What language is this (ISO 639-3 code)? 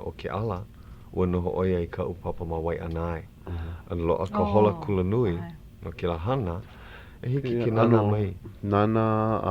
haw